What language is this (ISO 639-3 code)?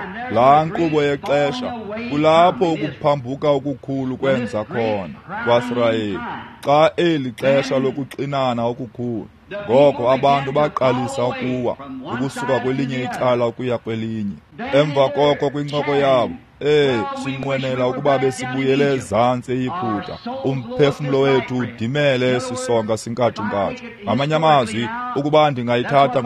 xho